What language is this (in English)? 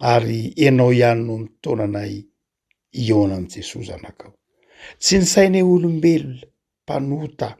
Malagasy